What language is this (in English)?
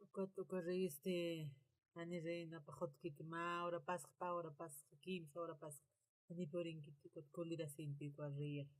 Aymara